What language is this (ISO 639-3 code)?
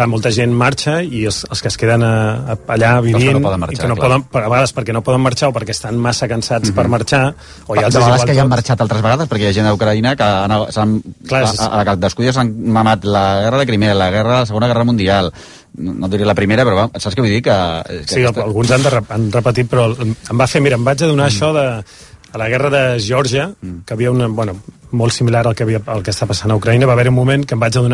cat